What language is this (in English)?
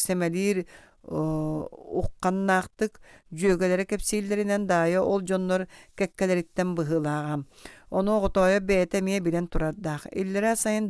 Yakut